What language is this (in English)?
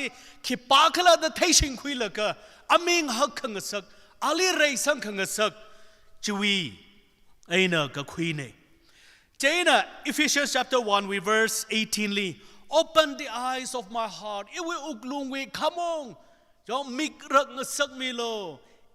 Tangkhul Naga (India)